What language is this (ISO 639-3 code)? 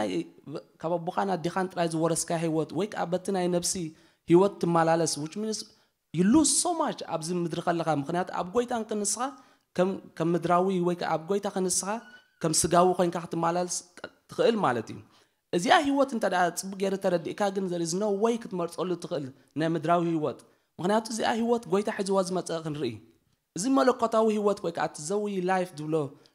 tir